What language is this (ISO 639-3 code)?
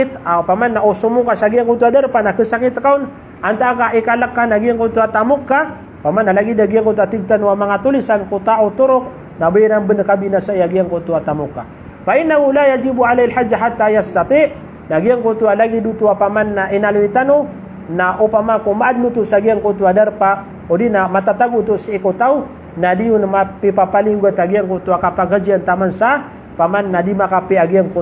mrw